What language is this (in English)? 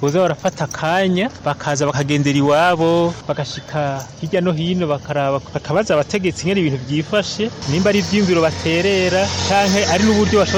Rundi